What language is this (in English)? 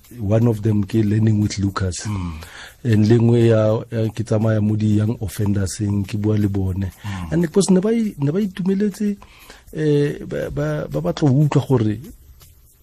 Tswana